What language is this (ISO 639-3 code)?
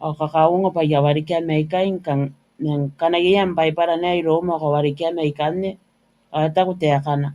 gil